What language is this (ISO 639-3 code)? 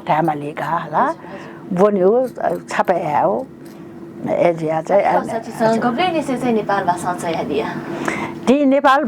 new